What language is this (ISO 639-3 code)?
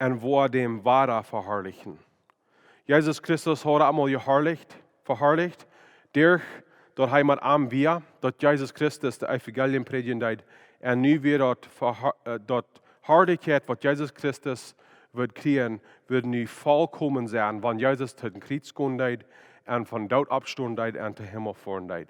pdt